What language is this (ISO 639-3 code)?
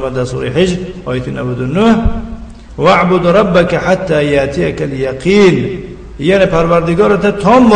tgk